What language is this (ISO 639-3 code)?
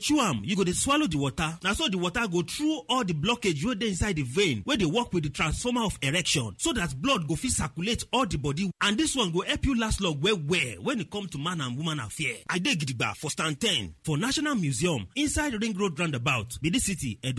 pcm